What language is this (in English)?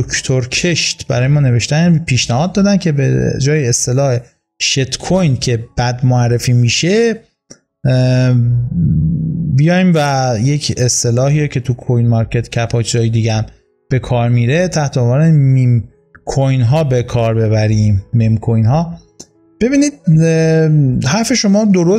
Persian